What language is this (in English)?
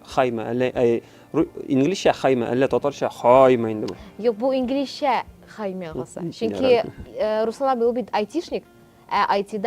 Tatar